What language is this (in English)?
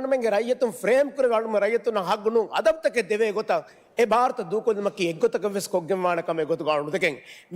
Divehi